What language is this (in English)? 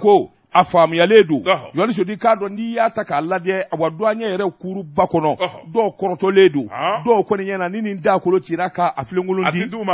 Bambara